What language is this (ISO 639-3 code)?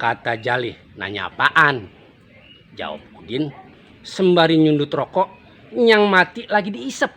bew